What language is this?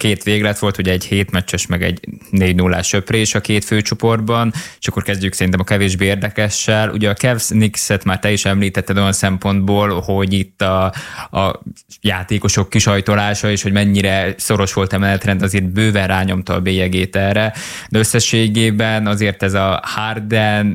Hungarian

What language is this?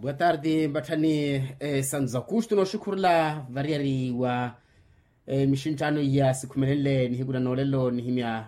Makhuwa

